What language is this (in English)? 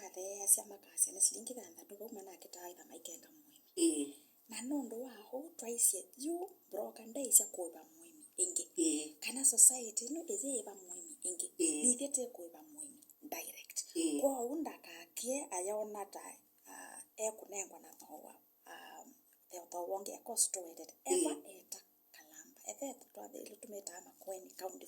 Kamba